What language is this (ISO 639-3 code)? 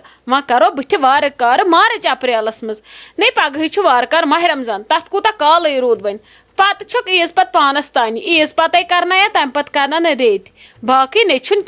kas